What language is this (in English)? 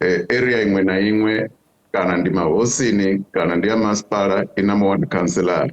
Venda